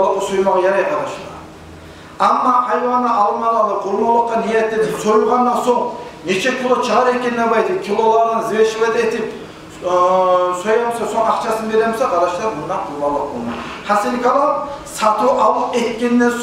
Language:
Kumyk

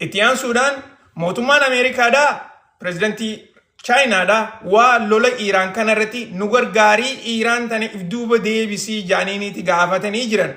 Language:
Oromo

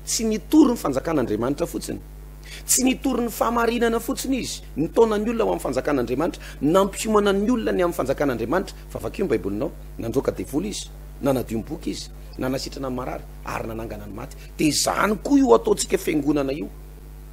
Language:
Malagasy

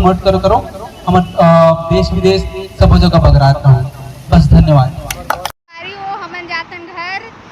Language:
Chhattisgarhi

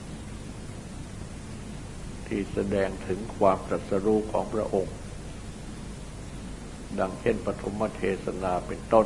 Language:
Thai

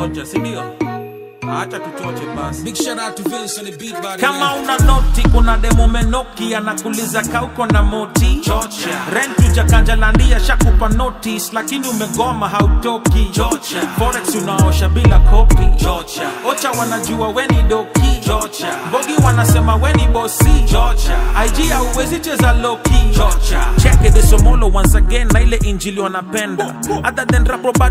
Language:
Swahili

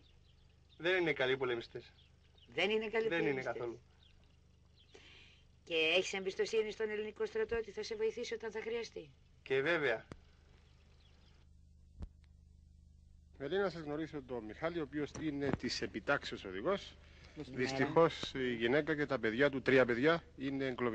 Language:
Greek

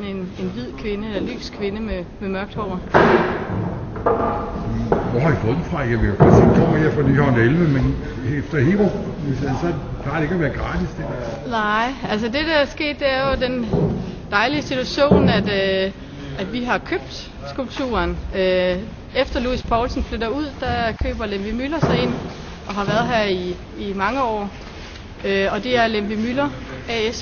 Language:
Danish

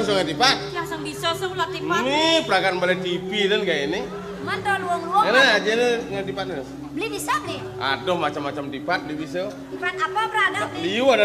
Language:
Balinese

